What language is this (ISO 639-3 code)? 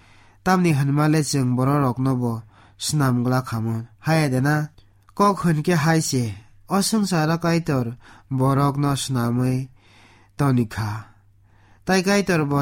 trp